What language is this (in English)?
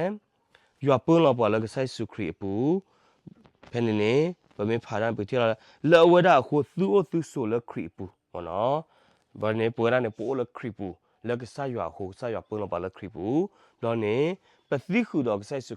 S'gaw Karen